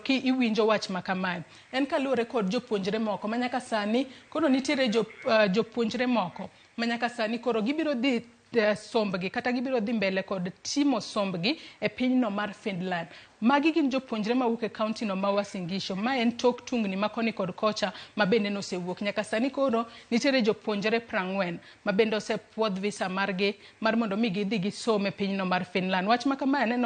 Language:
Luo (Kenya and Tanzania)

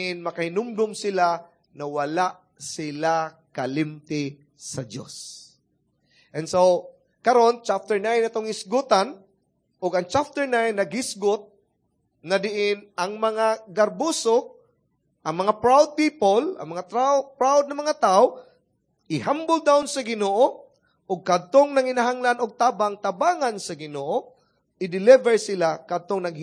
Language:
Cebuano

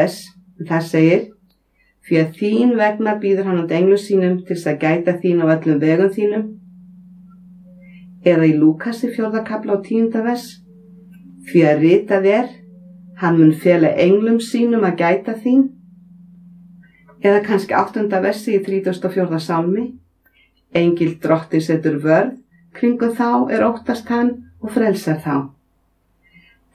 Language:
Icelandic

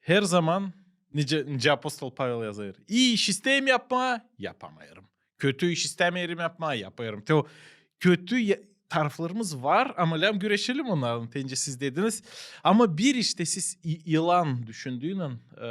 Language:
Gagauz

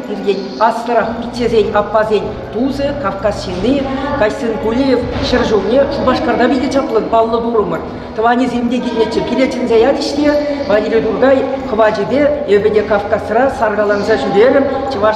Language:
Chuvash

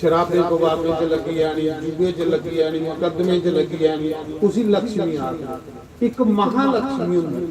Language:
Dogri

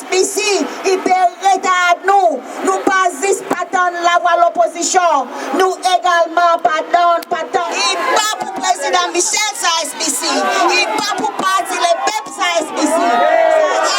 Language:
Seselwa Creole French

